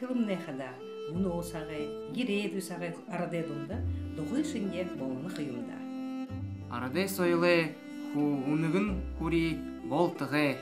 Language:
Buriat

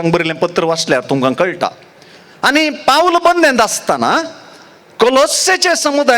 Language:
Konkani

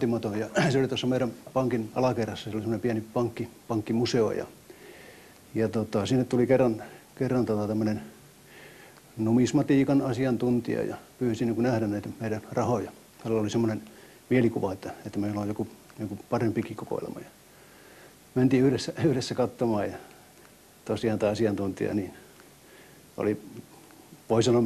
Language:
Finnish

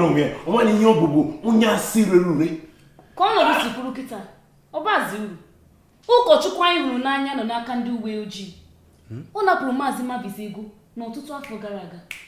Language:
Igbo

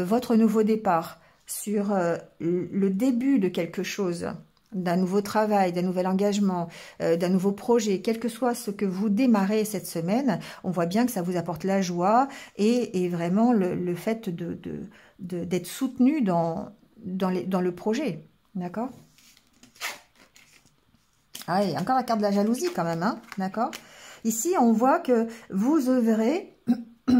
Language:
French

